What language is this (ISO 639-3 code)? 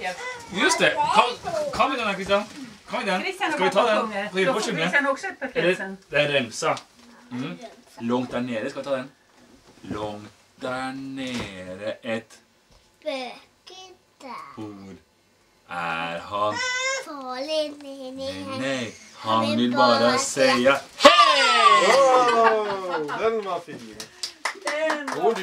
swe